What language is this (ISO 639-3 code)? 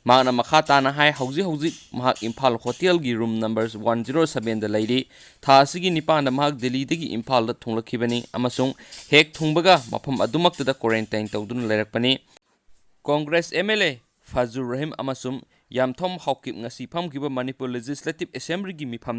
mni